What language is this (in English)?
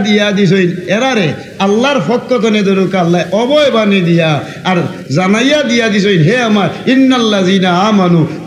Sylheti